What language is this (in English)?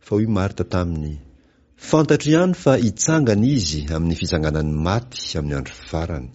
Malagasy